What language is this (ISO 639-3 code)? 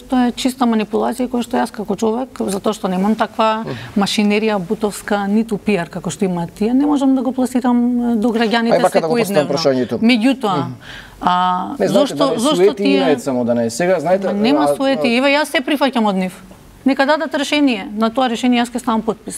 mkd